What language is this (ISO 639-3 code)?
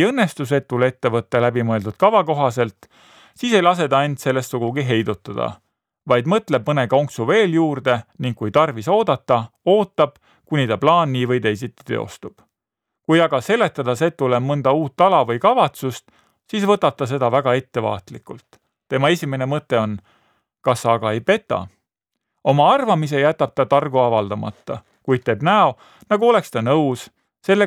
est